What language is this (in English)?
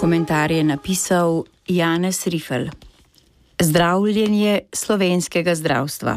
Slovenian